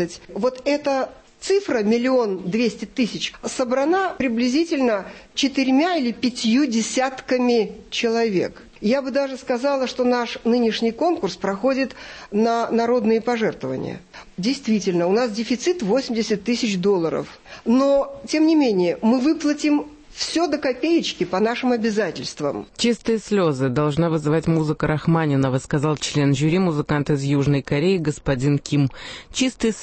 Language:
Russian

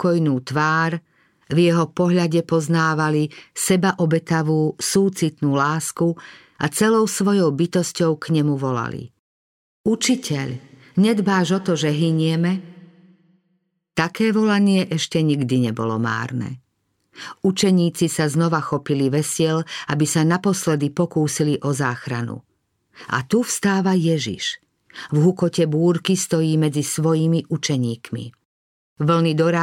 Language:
Slovak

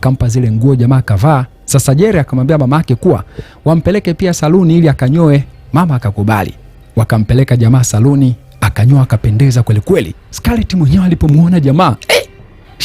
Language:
Swahili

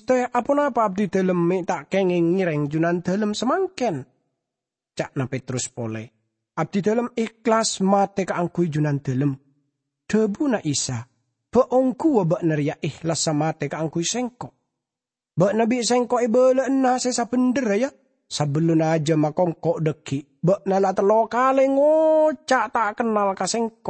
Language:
Madurese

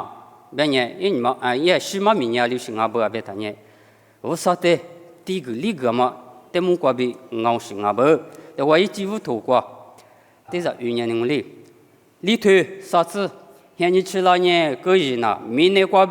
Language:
Lisu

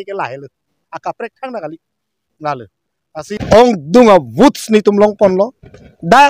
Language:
Karbi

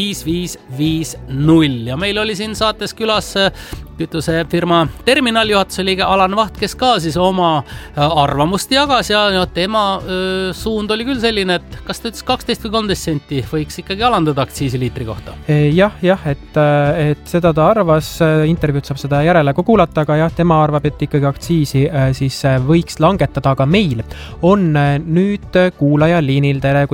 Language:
Estonian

